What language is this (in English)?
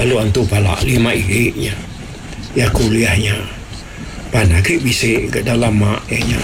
Iban